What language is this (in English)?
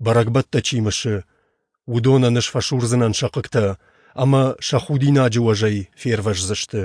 Ossetic